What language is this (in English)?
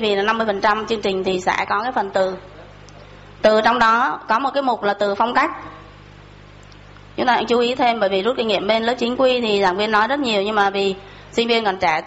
Vietnamese